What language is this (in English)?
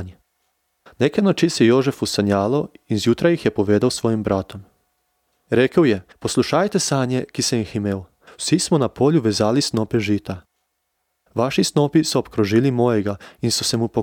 Slovenian